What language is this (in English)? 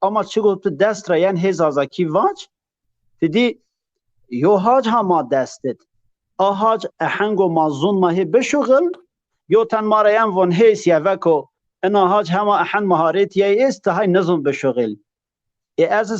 Zaza